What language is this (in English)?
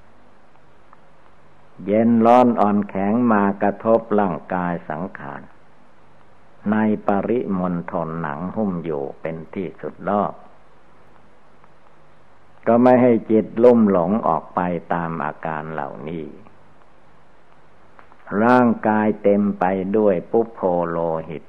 Thai